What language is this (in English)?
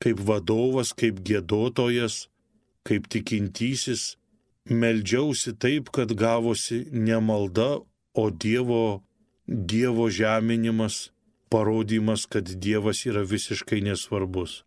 Lithuanian